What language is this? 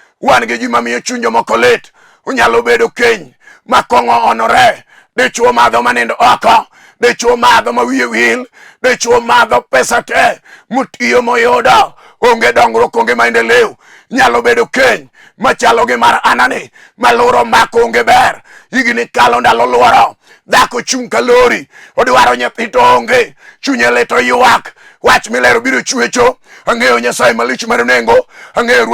Luo (Kenya and Tanzania)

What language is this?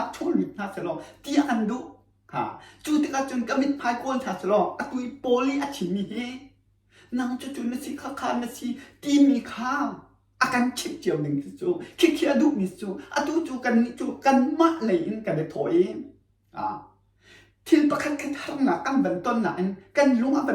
Hakha Chin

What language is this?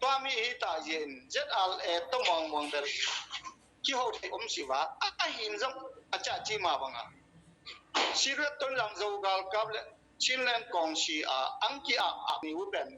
Tedim Chin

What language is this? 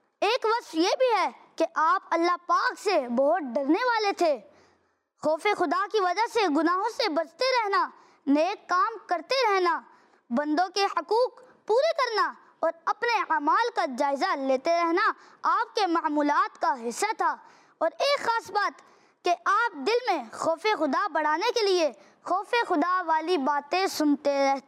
Urdu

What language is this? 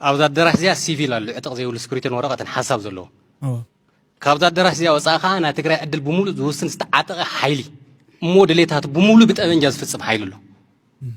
Tigrinya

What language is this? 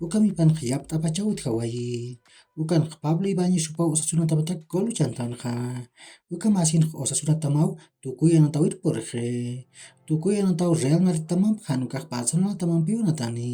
Aymara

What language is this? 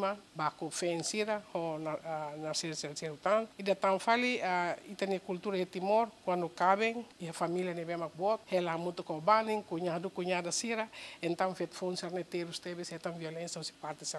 Tetum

